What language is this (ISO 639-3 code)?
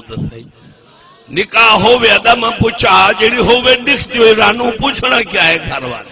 skr